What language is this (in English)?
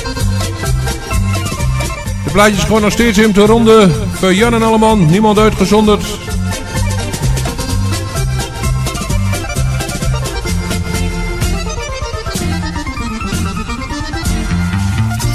Dutch